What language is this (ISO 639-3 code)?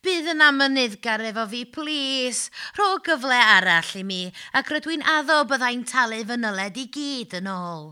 cym